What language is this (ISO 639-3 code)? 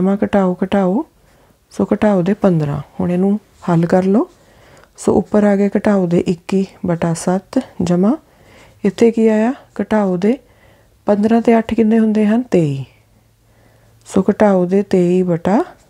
pan